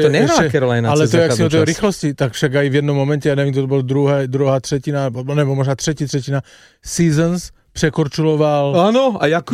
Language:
Slovak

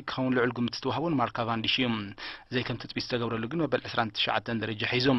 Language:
Tigrinya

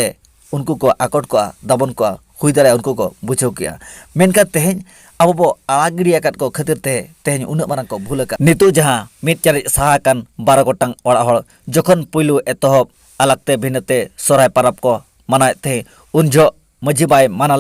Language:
Santali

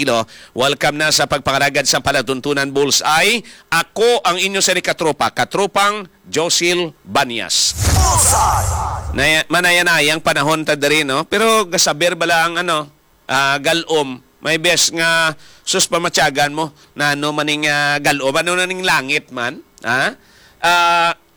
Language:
Hiligaynon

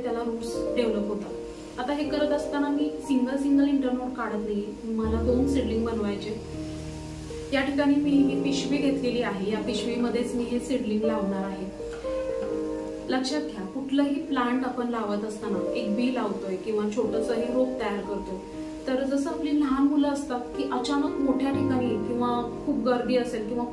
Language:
Marathi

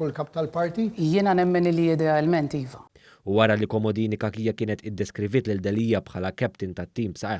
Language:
Maltese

